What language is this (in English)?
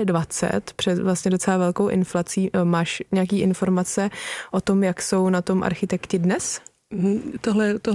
Czech